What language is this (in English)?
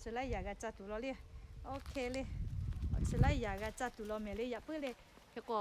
Lahu